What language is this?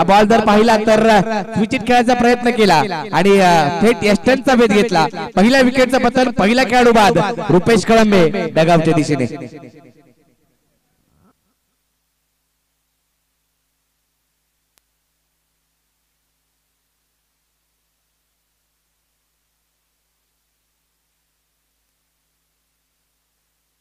Marathi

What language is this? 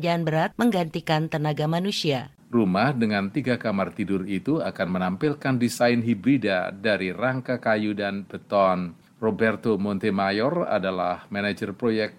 Indonesian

